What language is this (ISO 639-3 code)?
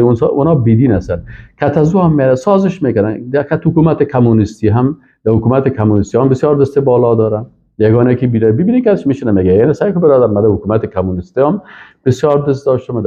fas